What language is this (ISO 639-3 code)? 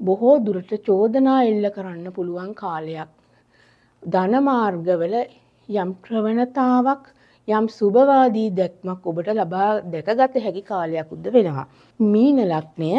sin